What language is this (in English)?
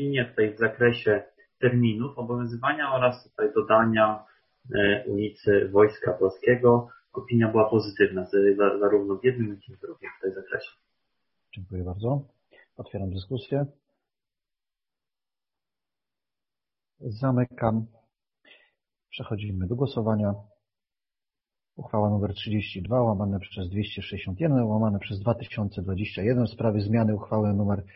Polish